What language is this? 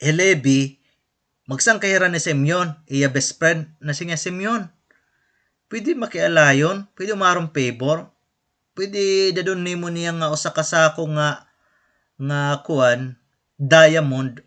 Waray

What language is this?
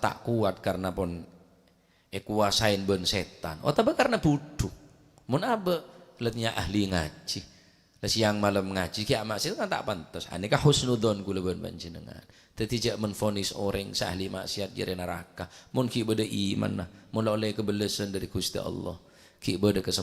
Madurese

